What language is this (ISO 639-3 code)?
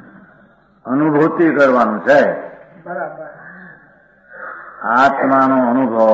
guj